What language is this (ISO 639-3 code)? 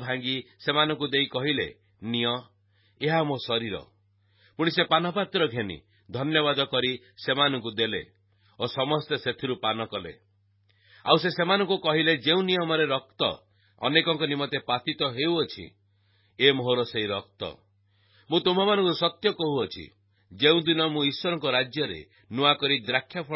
ori